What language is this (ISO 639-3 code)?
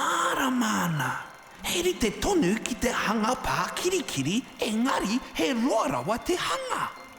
mri